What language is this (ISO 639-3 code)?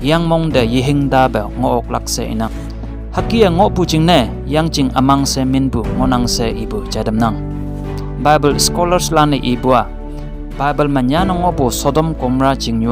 nbe